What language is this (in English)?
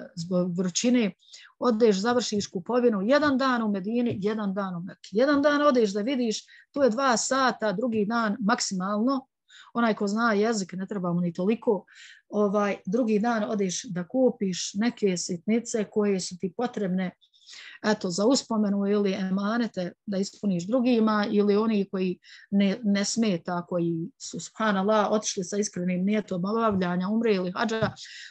Bosnian